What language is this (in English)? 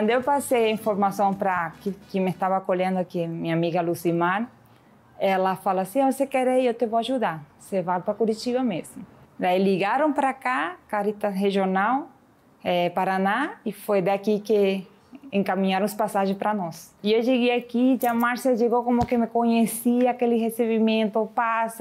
Portuguese